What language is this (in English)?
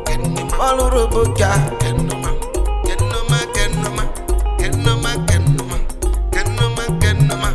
Urhobo